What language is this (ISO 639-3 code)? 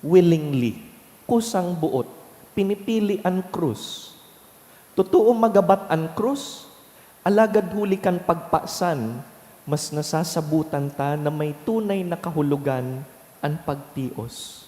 bik